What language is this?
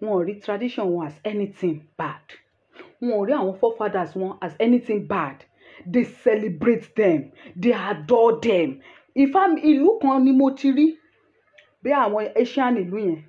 Yoruba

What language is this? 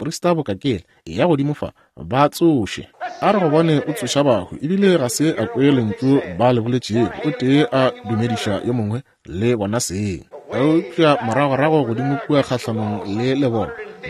Northern Sotho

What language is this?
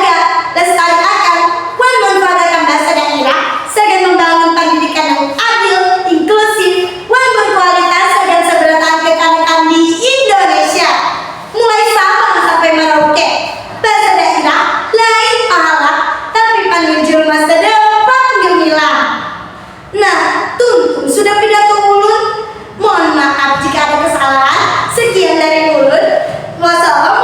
Banjar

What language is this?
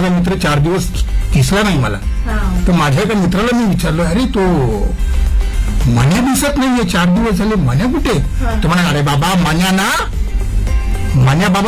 Marathi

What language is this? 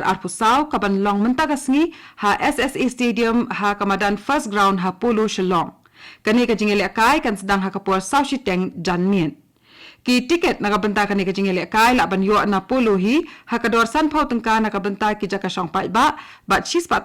Khasi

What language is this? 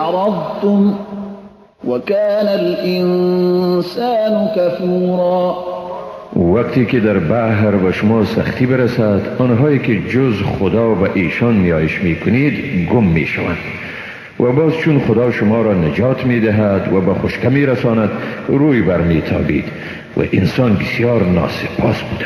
Persian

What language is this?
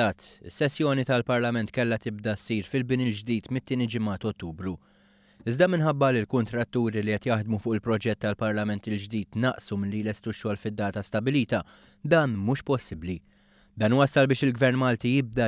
Maltese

